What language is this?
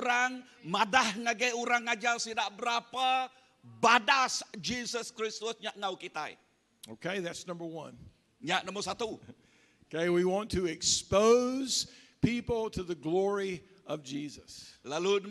Iban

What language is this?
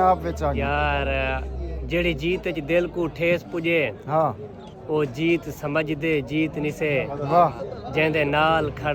Saraiki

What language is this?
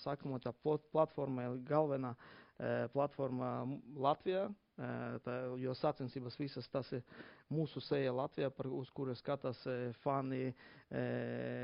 Latvian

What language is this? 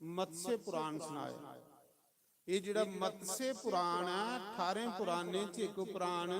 Dogri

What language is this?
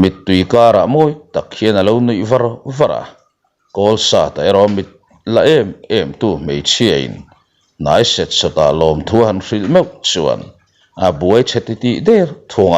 Mizo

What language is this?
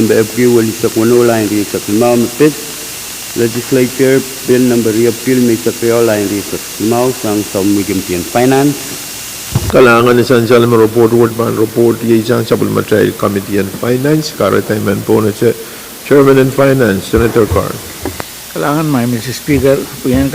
Pohnpeian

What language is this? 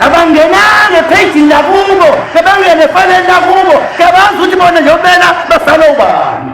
Zulu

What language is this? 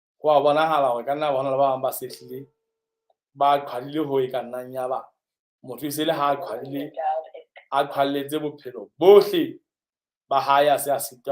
Southern Sotho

